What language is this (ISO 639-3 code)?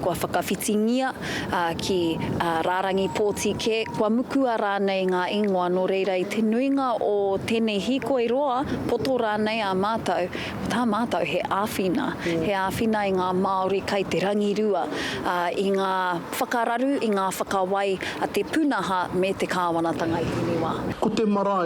mri